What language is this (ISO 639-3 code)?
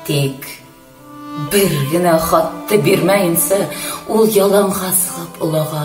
bak